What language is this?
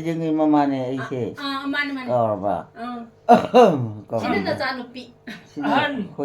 Manipuri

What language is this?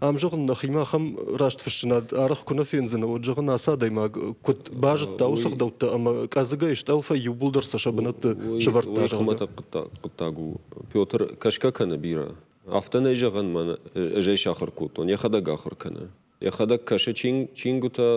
Ossetic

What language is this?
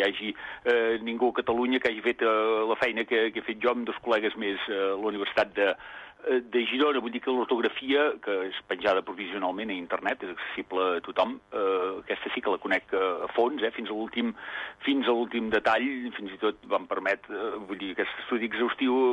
Catalan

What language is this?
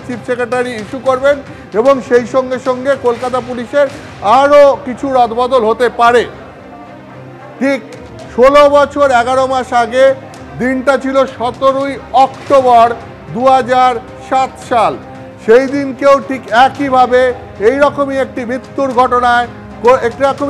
Bangla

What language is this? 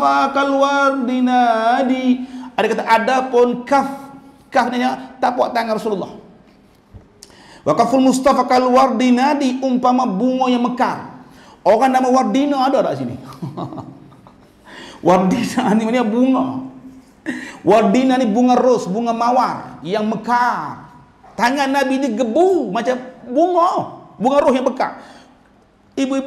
Malay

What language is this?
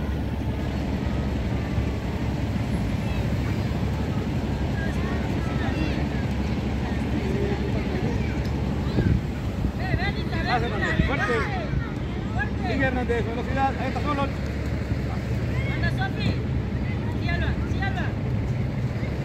Spanish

